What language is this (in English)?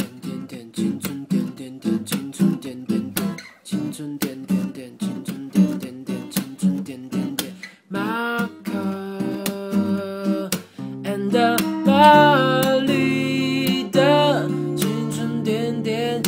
Chinese